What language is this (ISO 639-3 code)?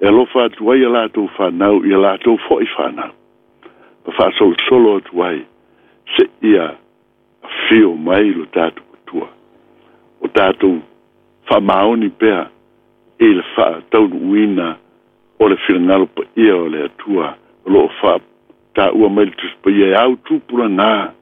smo